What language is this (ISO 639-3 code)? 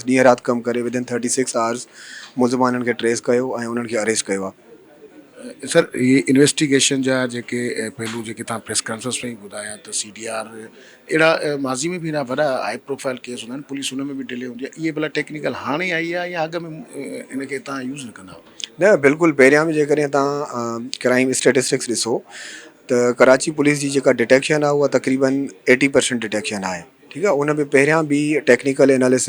snd